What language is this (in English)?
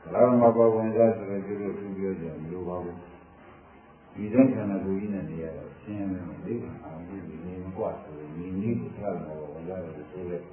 Burmese